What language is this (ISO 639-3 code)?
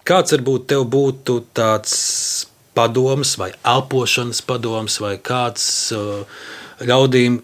lav